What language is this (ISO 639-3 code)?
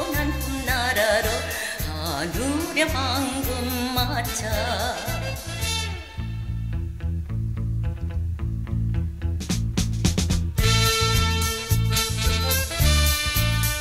kor